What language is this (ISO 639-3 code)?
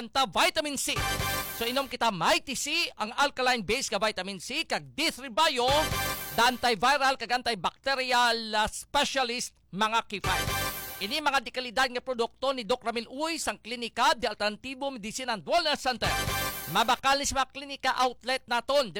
hil